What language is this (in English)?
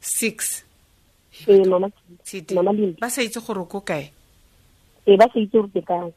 Tswana